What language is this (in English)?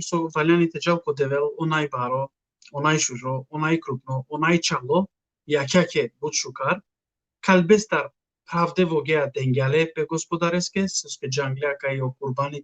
Balkan Romani